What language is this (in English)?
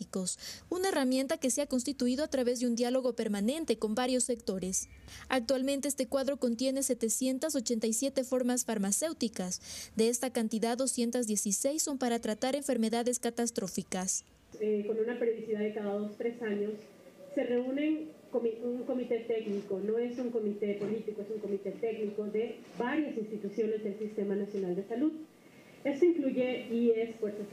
Spanish